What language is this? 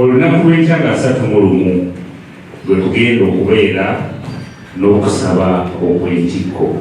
Ganda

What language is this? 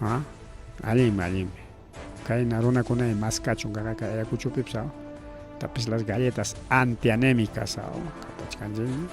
Ayacucho Quechua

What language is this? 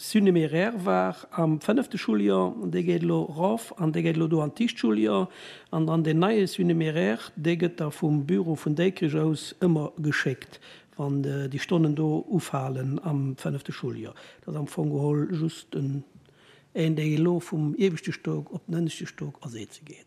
Luxembourgish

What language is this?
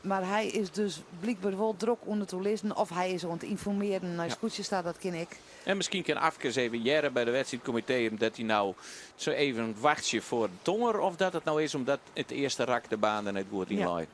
Western Frisian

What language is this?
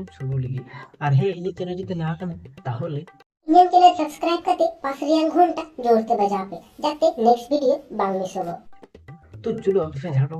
Santali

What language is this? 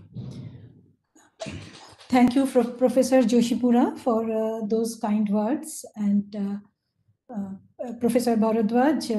English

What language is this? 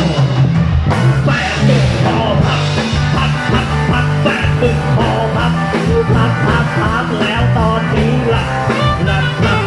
Thai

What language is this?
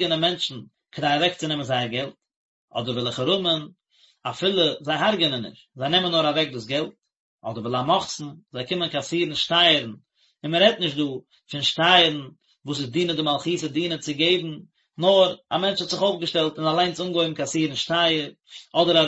Yiddish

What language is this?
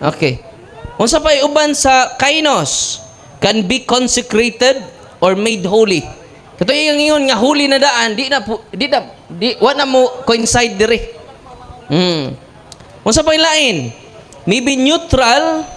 Cebuano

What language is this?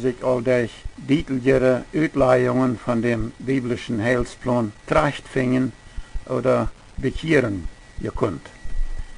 Plautdietsch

